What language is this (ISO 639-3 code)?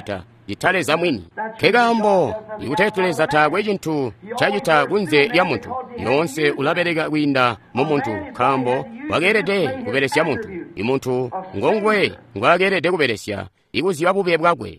toi